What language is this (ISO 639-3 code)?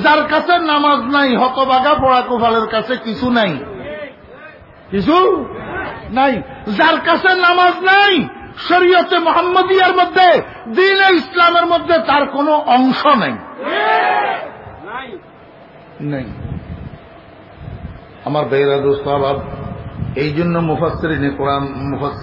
ben